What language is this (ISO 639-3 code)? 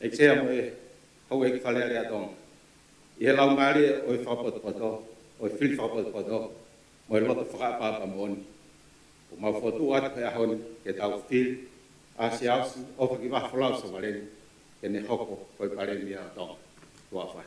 ton